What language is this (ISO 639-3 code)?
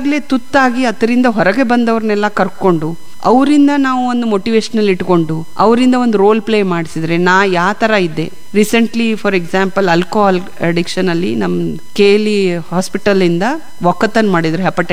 kan